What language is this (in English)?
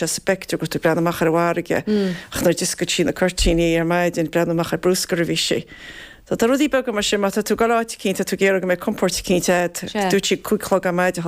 Irish